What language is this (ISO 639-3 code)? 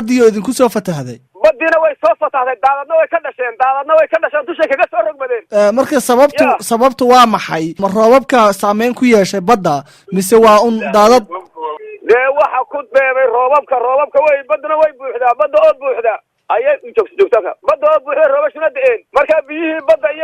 som